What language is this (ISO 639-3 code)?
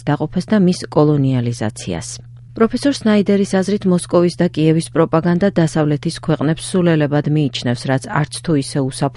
kat